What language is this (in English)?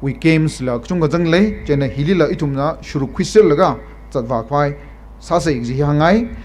Tangkhul Naga (India)